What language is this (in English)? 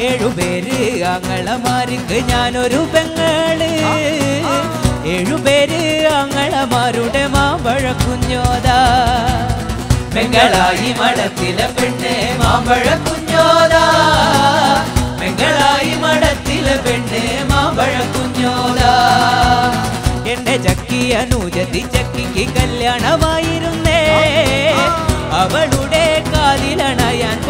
Malayalam